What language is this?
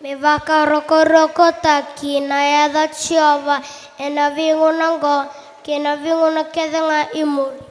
Fijian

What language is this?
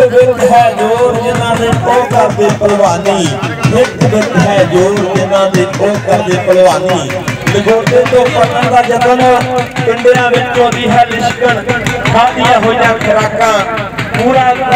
Punjabi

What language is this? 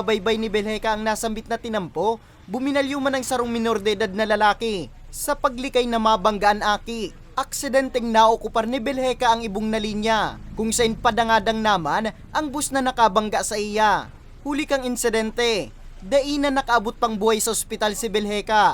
Bikol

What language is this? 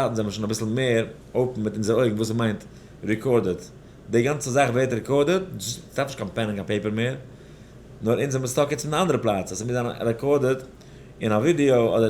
Yiddish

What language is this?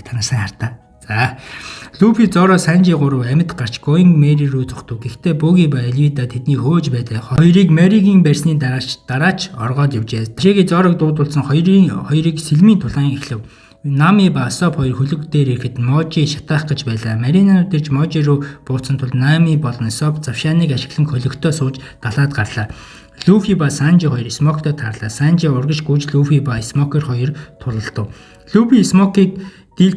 Mongolian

